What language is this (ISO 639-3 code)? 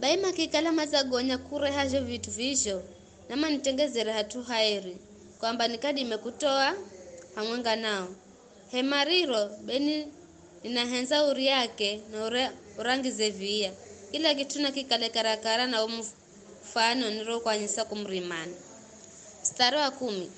nyf